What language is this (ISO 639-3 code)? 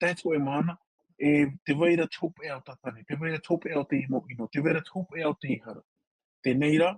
tah